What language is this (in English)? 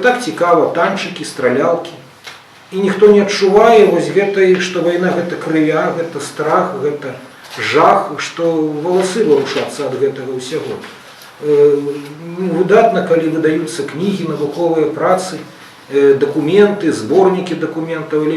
Belarusian